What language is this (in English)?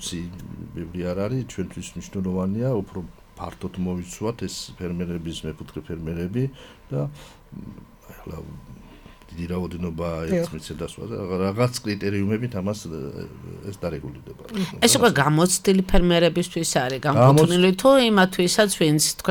Georgian